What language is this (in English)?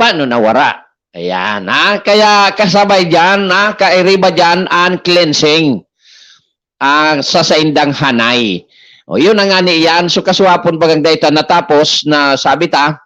Bikol